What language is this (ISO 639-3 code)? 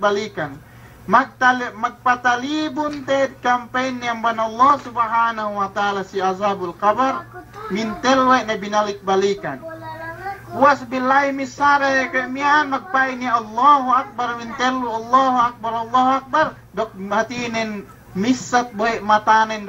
yka